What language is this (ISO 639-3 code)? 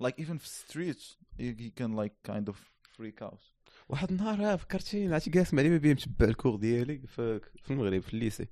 ary